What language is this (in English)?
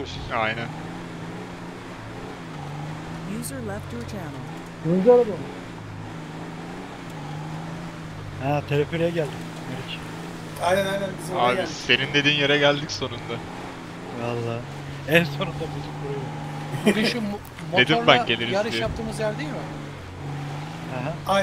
Turkish